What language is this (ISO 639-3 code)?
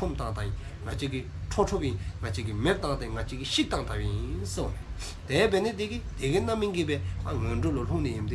dzo